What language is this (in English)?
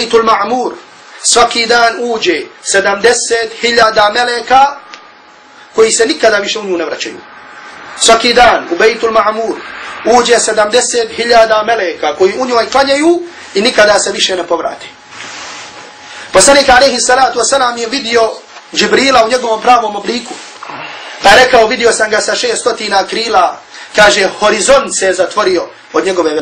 Bosnian